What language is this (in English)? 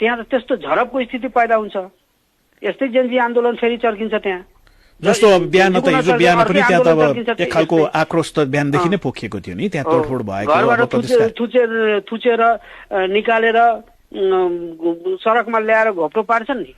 Nepali